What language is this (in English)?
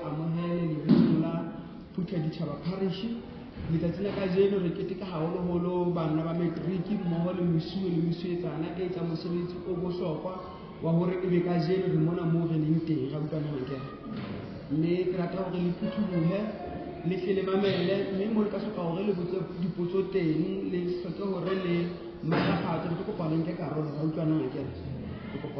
Southern Sotho